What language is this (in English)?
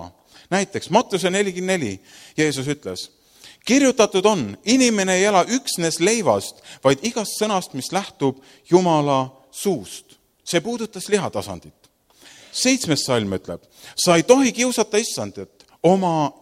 Estonian